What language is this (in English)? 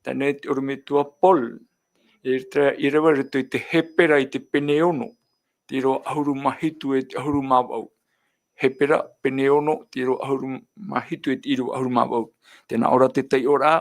Tahitian